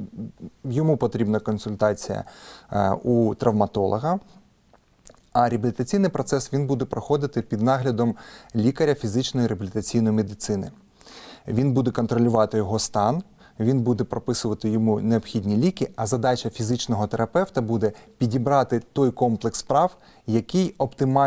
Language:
Ukrainian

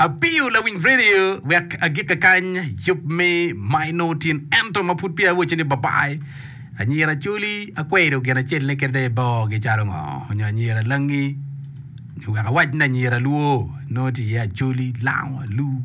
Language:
Acoli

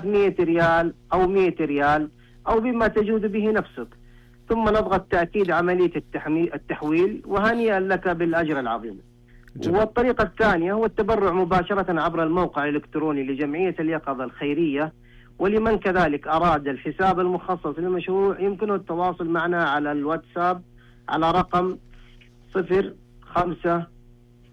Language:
Najdi Arabic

